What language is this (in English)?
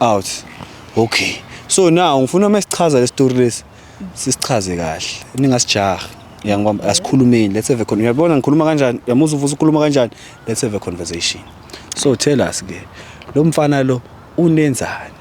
Zulu